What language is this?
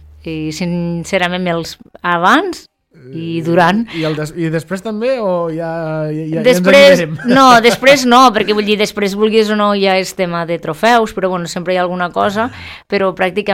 Catalan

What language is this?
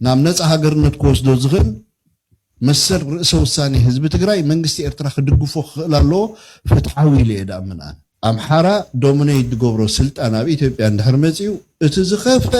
Tigrinya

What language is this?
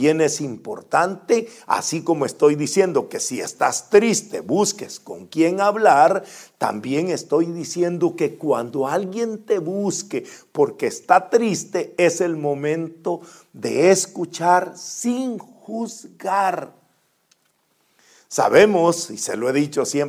Spanish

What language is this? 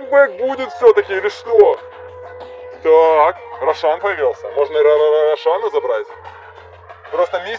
Russian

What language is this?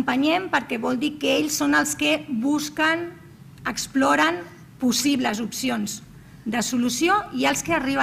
Catalan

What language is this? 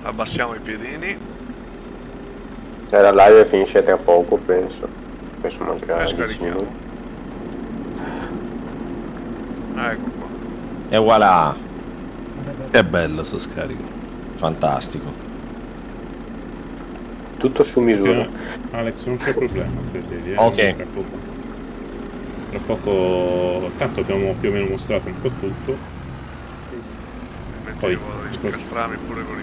Italian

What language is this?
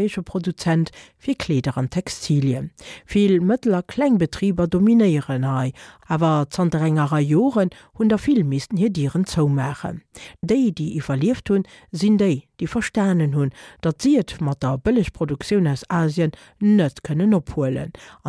Luxembourgish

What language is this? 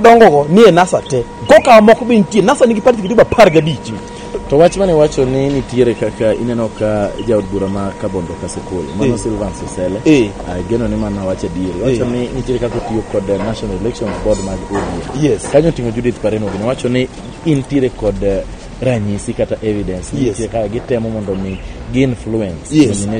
Luo (Kenya and Tanzania)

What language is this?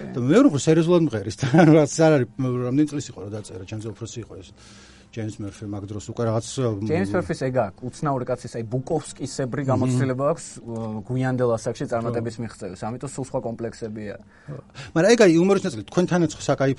Georgian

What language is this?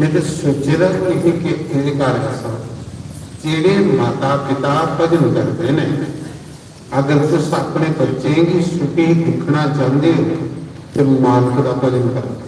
Dogri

